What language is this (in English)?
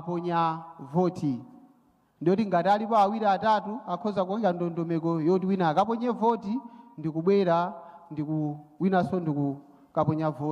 Nyanja